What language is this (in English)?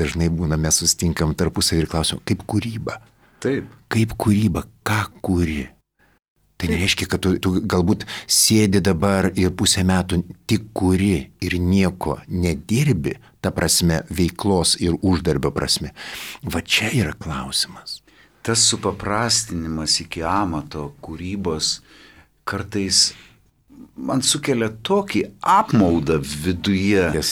Lithuanian